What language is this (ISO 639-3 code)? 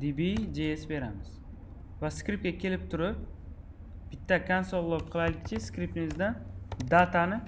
uzb